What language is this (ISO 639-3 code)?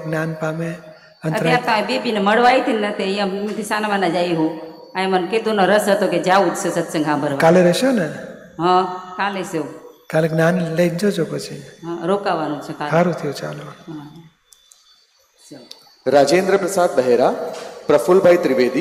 guj